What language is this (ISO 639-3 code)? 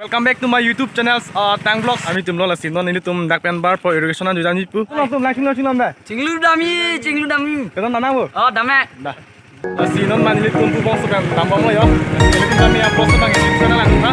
mjw